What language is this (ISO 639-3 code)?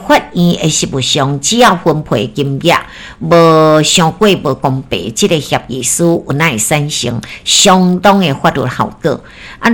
nan